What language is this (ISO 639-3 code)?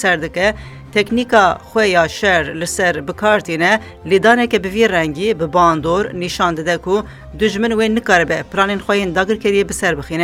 kur